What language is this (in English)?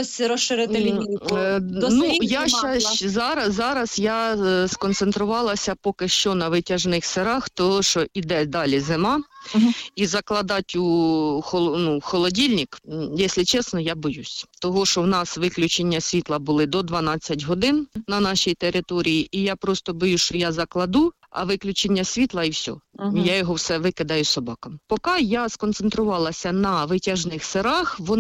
Ukrainian